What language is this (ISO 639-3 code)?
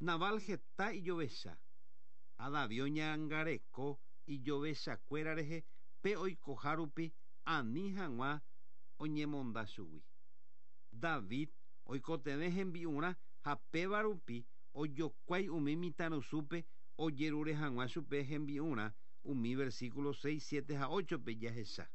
grn